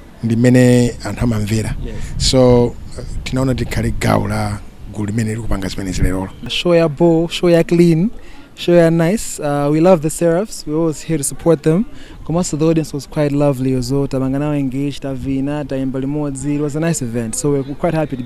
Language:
Nyanja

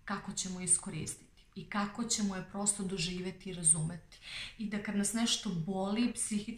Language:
Serbian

